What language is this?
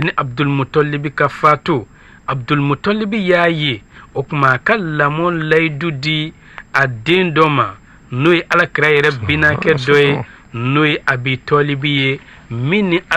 Bambara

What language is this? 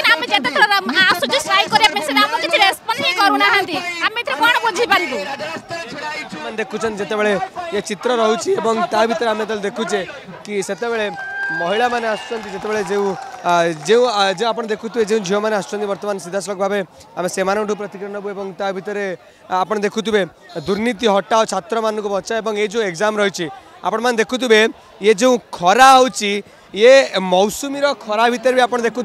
Odia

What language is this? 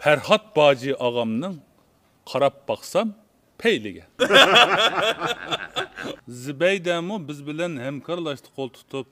Uyghur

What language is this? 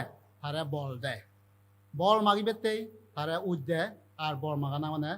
Chakma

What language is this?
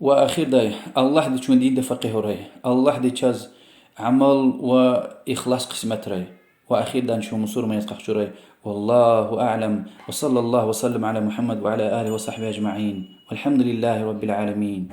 Lezghian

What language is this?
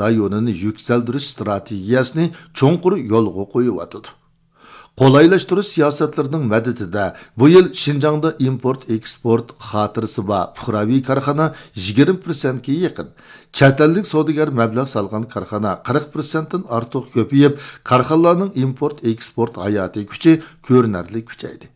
Uyghur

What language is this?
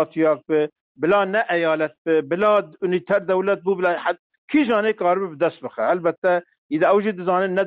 Kurdish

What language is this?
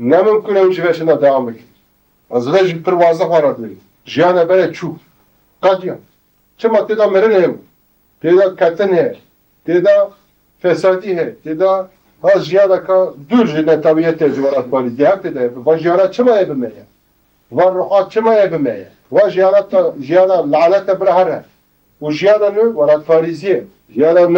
Kurdish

